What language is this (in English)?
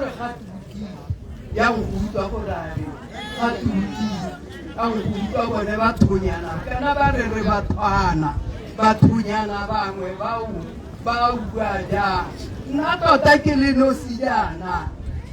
Tswana